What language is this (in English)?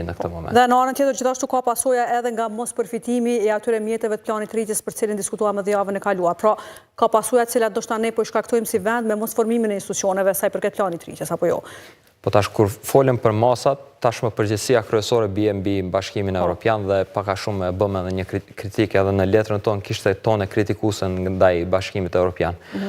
Albanian